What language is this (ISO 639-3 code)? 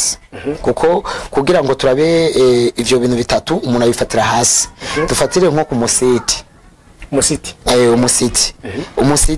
run